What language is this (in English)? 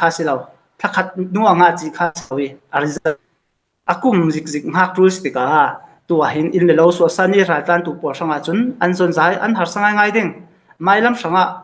Falam Chin